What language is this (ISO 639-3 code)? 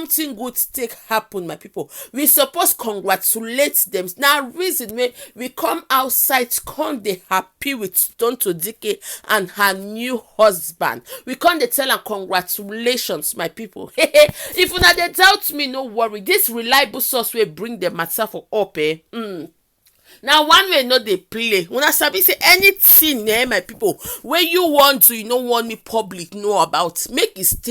pcm